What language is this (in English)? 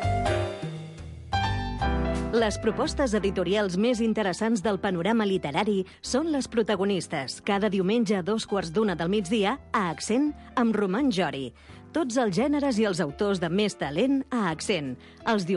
Catalan